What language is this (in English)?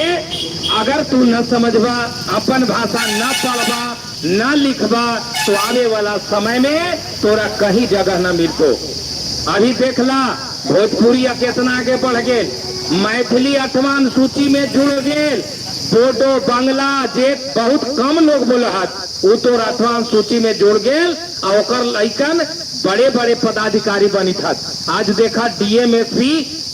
Magahi